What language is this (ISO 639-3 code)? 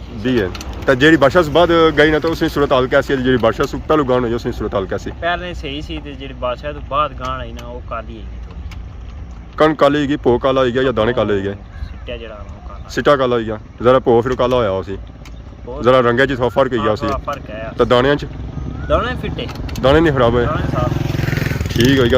phr